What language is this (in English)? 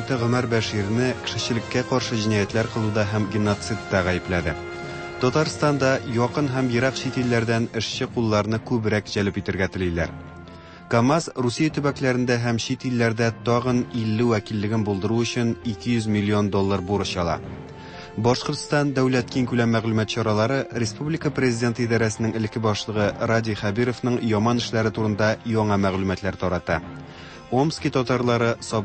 Tatar